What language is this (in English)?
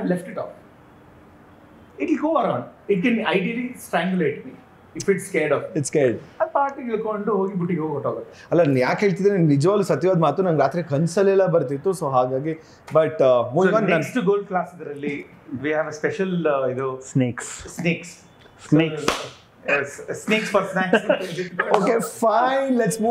Kannada